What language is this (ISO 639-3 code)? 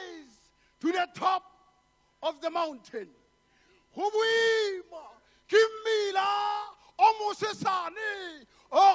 tsn